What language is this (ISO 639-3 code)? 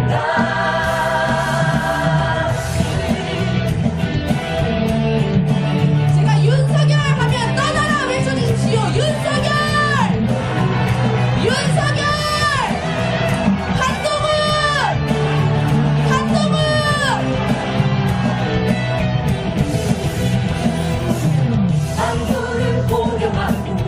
kor